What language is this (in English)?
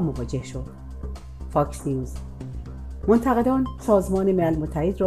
Persian